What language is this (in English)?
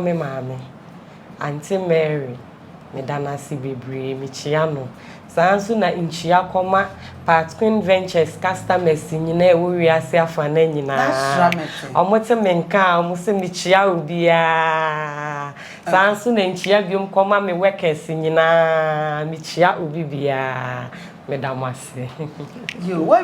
Akan